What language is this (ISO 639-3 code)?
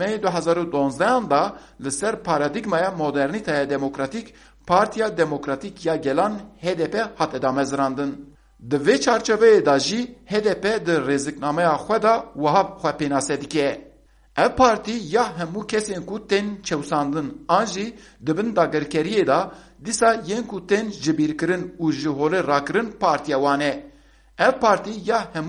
kur